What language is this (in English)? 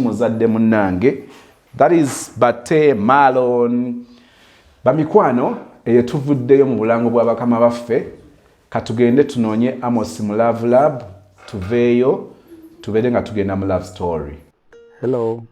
Ganda